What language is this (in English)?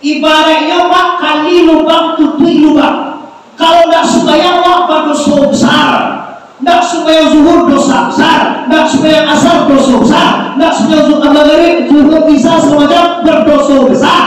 Minangkabau